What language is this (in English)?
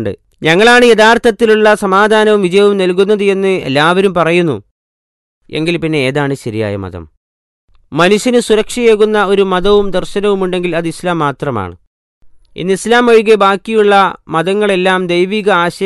Malayalam